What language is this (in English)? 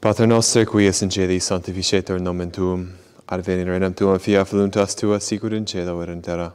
Latin